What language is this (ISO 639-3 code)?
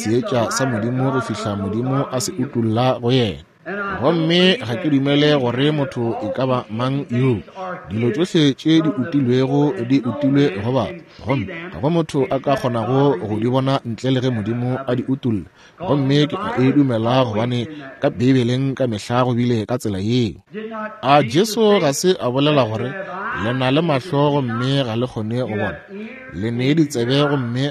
nso